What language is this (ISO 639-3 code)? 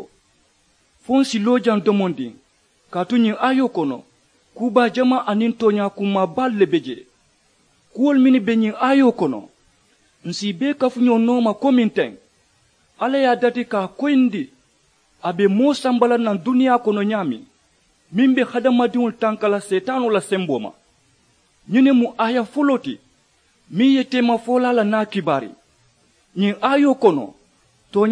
man